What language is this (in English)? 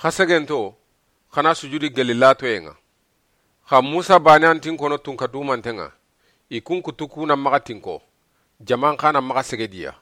Soninke